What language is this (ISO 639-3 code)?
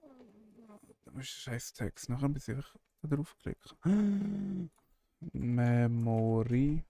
gsw